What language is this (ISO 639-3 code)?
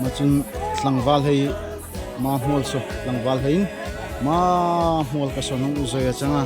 dln